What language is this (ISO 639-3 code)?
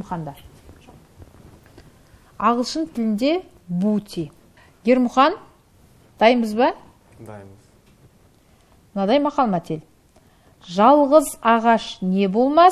kaz